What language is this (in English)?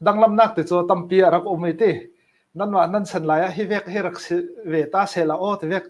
Falam Chin